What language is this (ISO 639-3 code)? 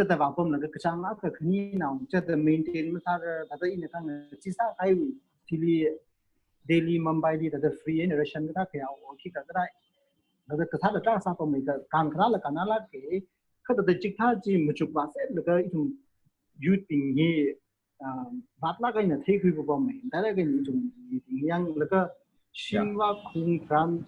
nmf